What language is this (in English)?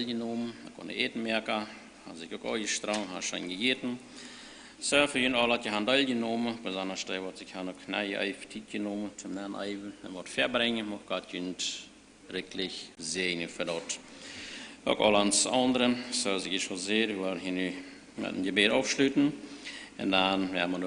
Plautdietsch